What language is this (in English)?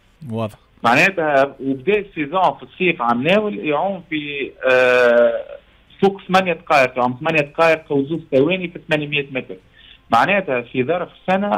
Tunisian Arabic